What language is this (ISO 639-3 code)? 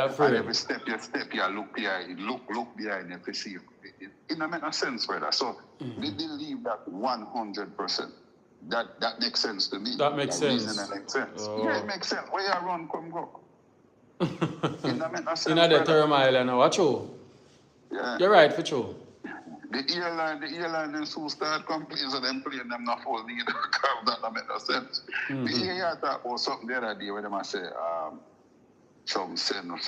jam